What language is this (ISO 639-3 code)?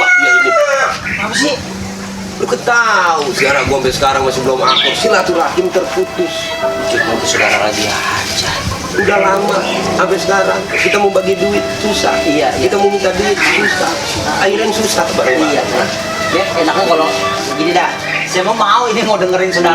bew